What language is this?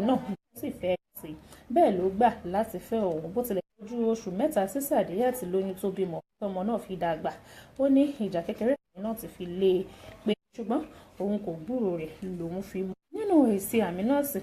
Yoruba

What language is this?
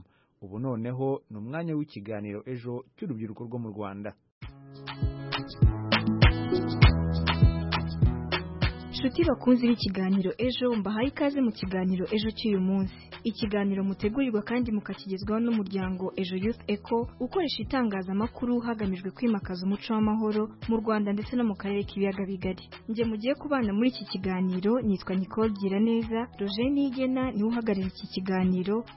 Kinyarwanda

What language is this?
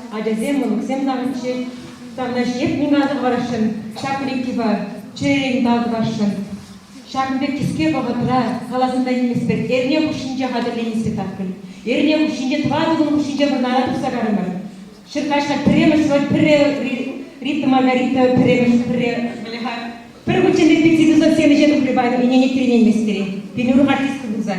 Chuvash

